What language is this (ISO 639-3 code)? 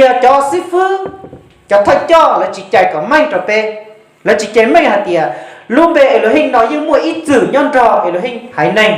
hmn